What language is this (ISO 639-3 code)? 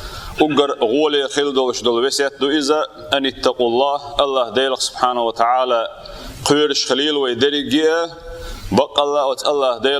che